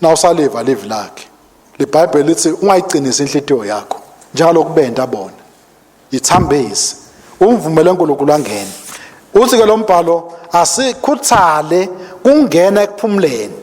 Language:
Swati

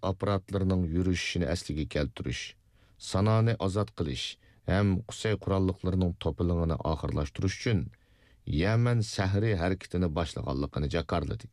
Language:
Uyghur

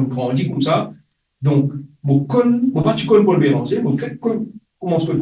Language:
Morisyen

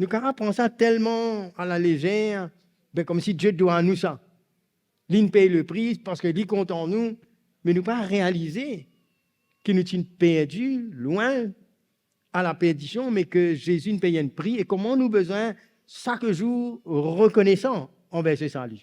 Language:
Morisyen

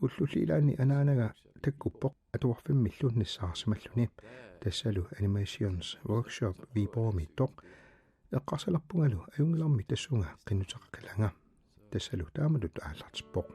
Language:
Kalaallisut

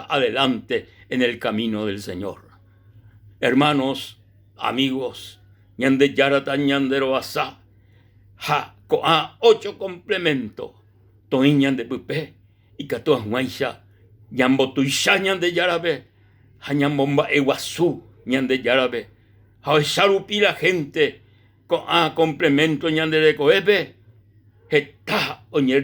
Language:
Guarani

